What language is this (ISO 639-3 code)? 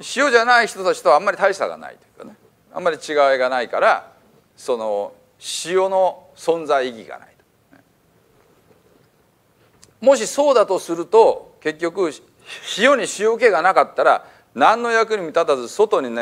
jpn